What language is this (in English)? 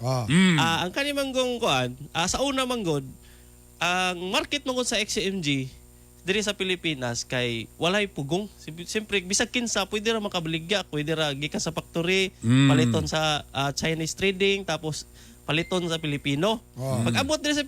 Cebuano